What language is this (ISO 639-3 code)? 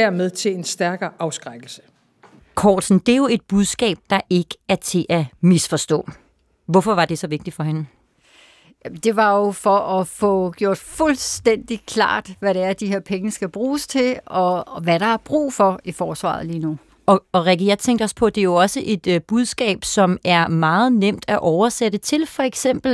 dan